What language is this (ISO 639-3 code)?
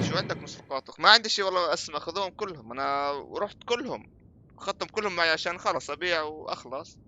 apc